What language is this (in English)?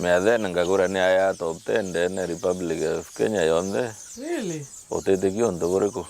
Meru